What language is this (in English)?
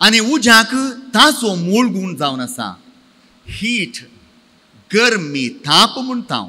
Konkani